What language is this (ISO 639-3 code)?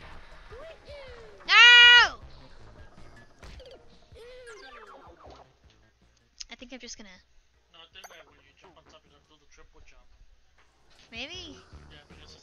eng